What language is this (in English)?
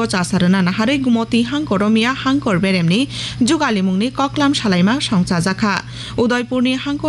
Kok Borok